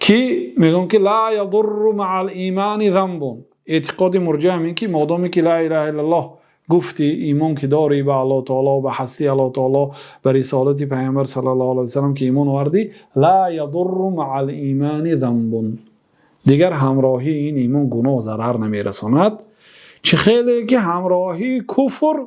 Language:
Persian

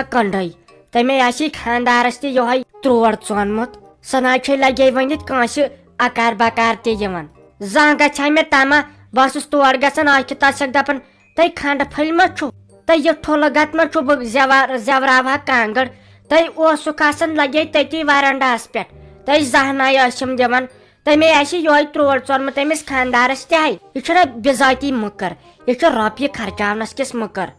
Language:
Kashmiri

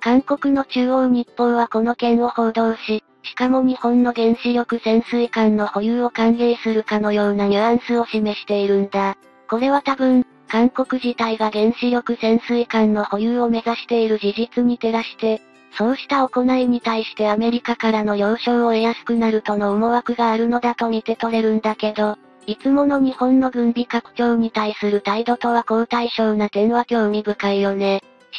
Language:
Japanese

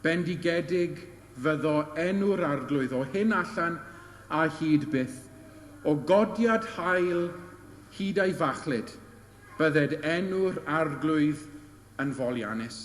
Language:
Welsh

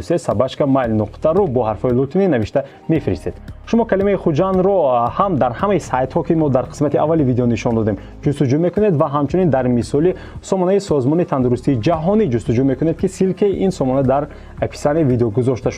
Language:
Tajik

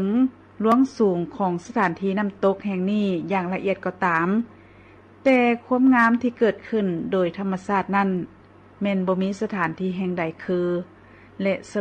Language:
Lao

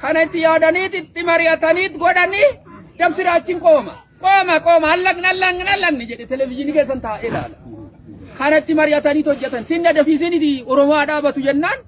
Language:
Oromo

